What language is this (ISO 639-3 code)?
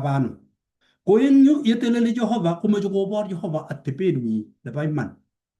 kln